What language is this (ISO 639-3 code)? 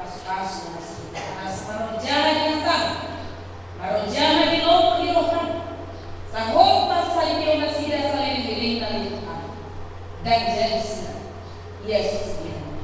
bbc